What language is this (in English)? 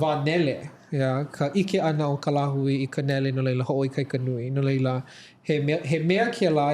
Hawaiian